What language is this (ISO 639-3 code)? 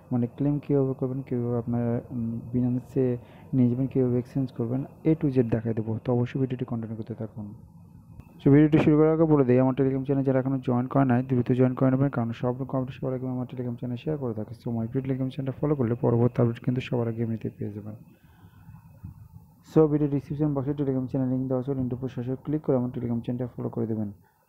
ben